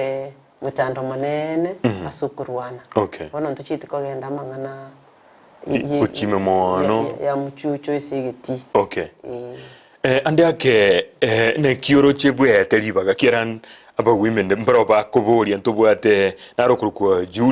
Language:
Gusii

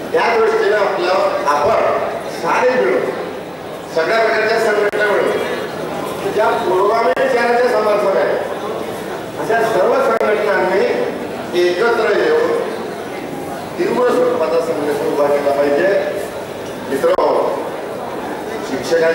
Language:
Marathi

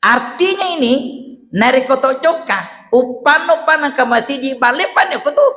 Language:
Buginese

